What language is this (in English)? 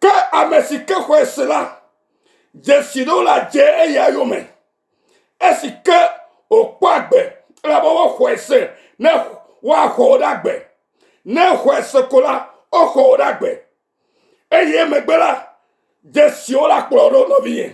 Ewe